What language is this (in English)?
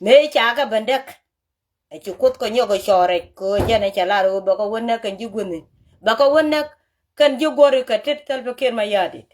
Nuer